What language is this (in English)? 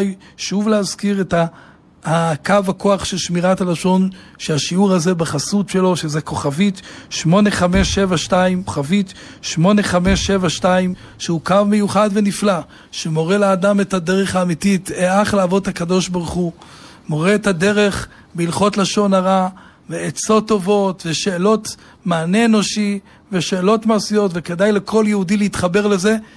Hebrew